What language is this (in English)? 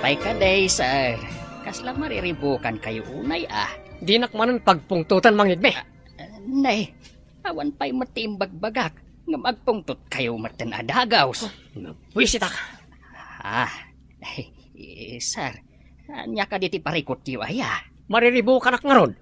Iloko